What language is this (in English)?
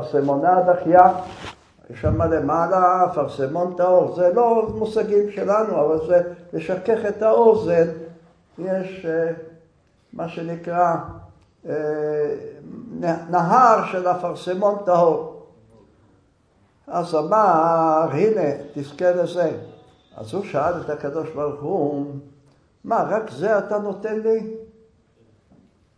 Hebrew